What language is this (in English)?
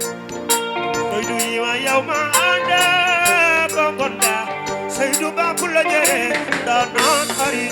Fula